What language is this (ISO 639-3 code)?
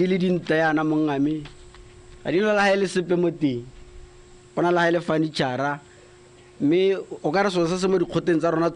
tsn